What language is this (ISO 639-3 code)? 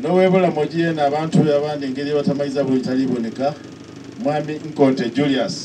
xog